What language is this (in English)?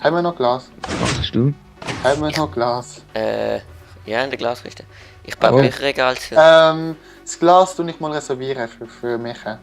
Swiss German